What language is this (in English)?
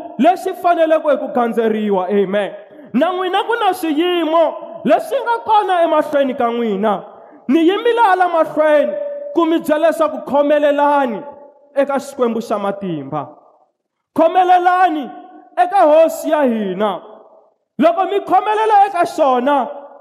Tsonga